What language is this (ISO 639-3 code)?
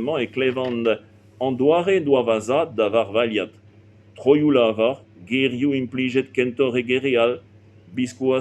bre